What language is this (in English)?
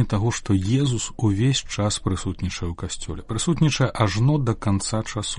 Belarusian